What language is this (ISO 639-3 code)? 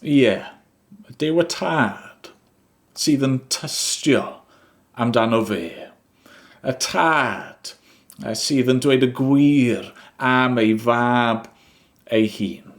cym